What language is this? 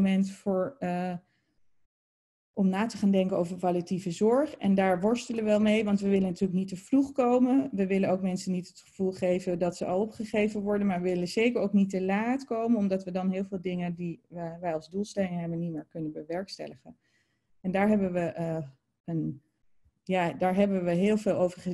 Dutch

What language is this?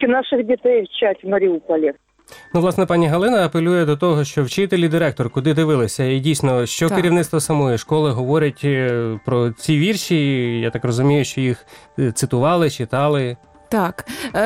Ukrainian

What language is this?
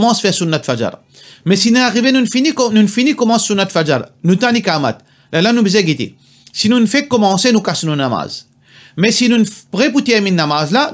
Morisyen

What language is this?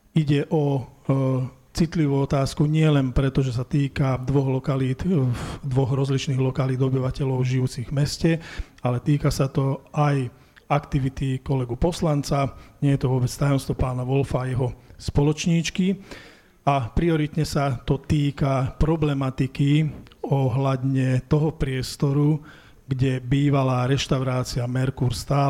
Slovak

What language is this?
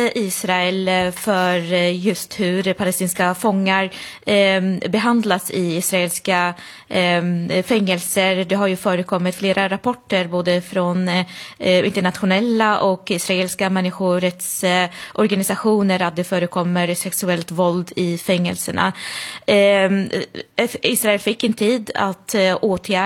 Swedish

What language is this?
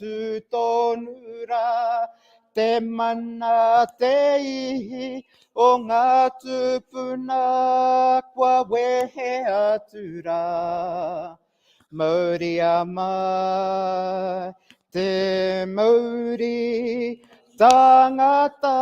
Māori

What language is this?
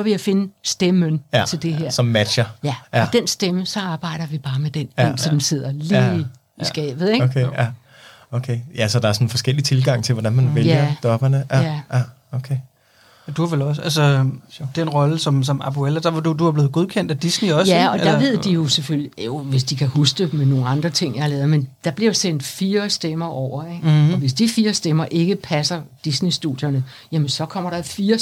Danish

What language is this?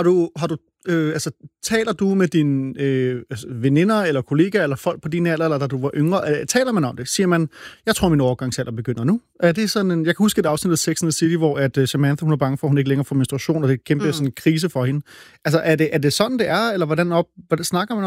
Danish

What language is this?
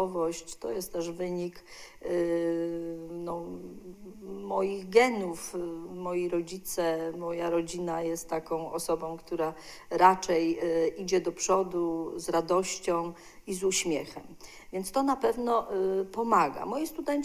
Polish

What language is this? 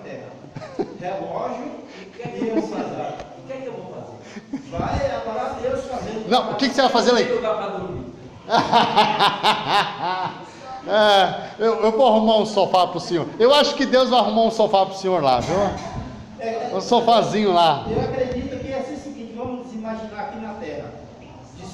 Portuguese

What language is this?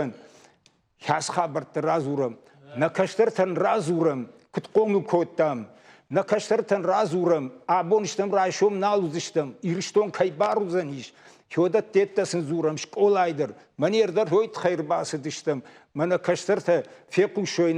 Ossetic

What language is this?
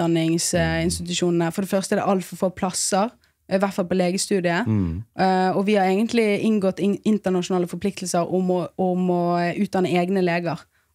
Norwegian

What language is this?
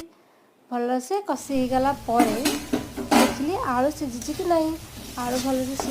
Odia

